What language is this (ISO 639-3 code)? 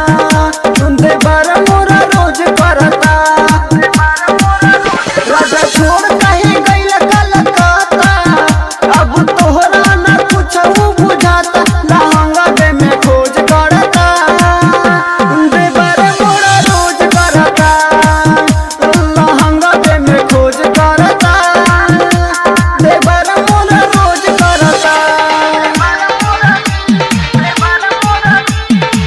bho